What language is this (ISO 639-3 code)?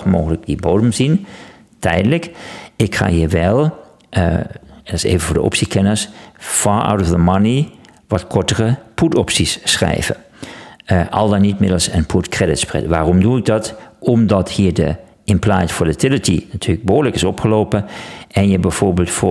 nld